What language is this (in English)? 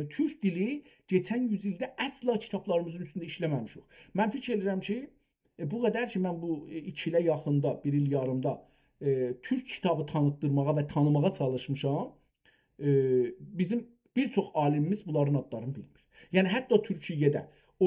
South Azerbaijani